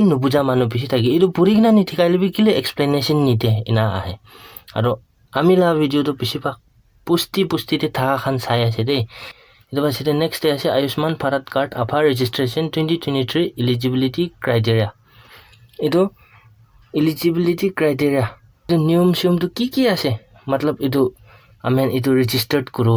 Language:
Naga Pidgin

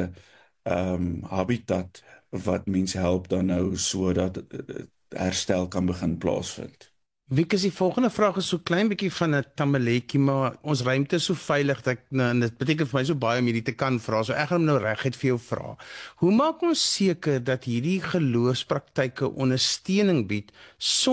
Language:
Afrikaans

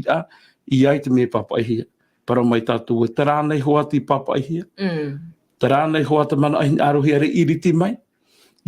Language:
Tahitian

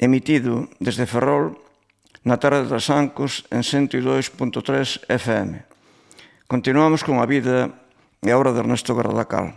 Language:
Galician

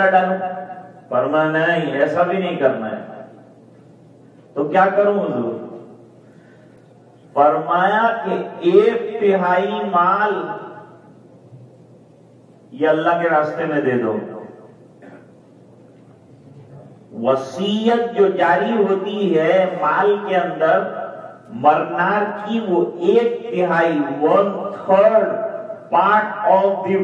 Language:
Urdu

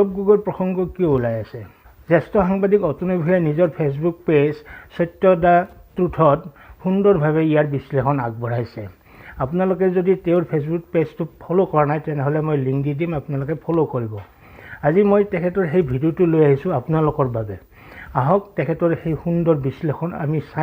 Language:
Assamese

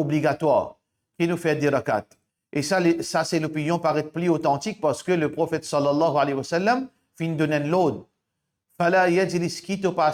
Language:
Morisyen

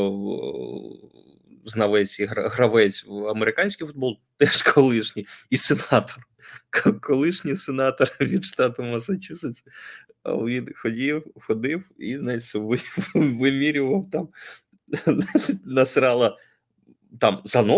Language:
Ukrainian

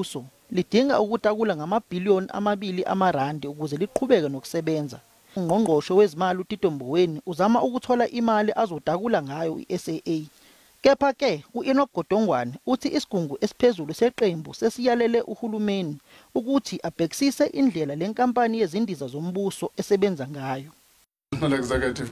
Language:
Zulu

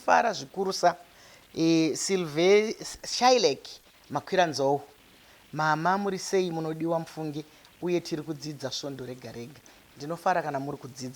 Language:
Shona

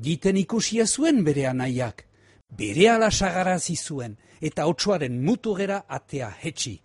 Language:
Basque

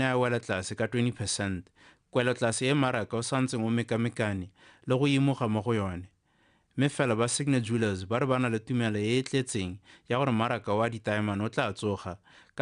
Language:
Tswana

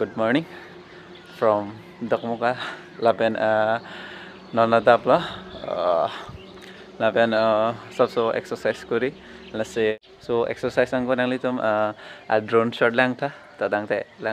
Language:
Karbi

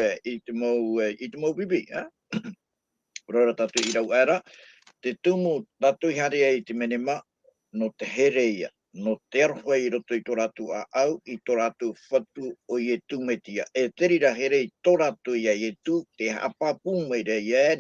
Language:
Tahitian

